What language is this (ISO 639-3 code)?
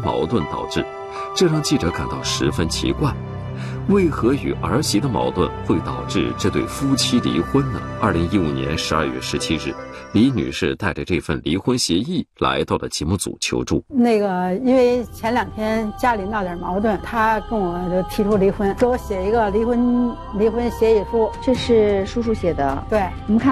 zho